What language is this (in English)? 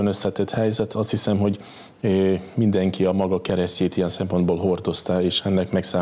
Hungarian